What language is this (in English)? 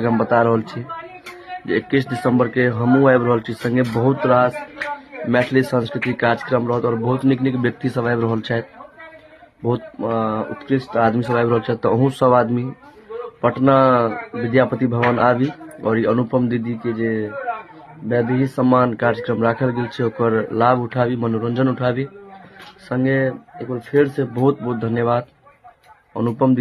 Maithili